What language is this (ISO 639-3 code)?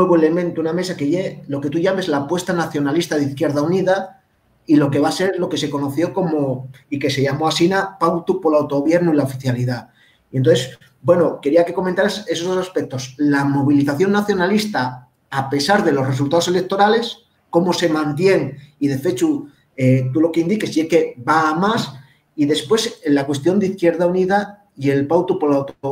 ast